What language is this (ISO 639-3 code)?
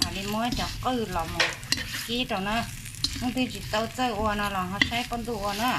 hmn